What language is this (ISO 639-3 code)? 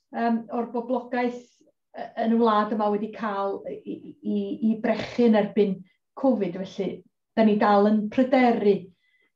cym